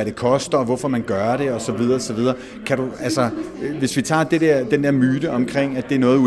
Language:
Danish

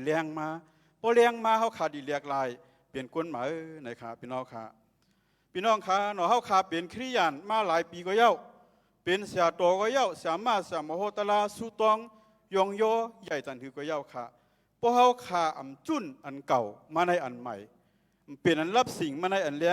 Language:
Shan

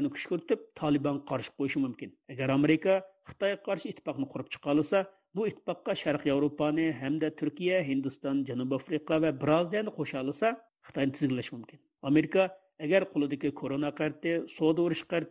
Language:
Uyghur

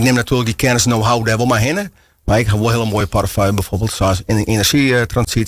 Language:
Western Frisian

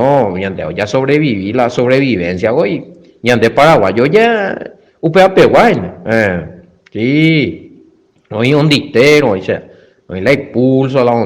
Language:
Guarani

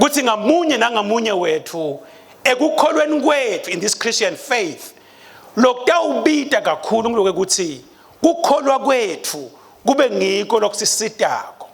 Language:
Swati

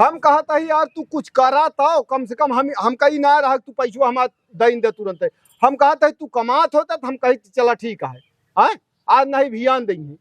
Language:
Awadhi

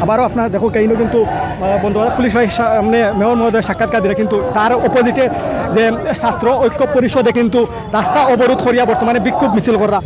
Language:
Sylheti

